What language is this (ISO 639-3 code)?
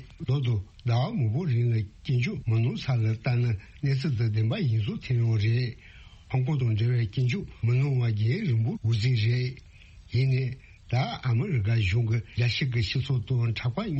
bod